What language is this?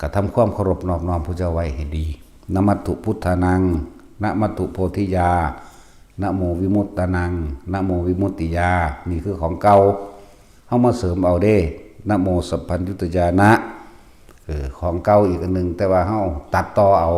Northeastern Thai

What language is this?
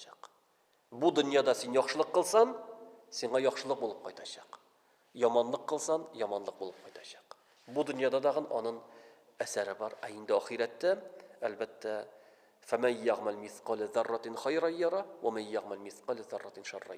Tatar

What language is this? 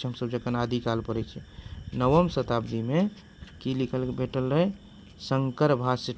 Maithili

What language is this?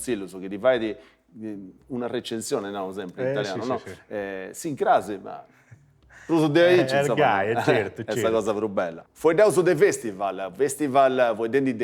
Sardinian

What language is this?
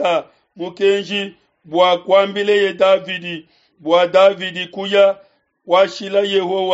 Luba-Lulua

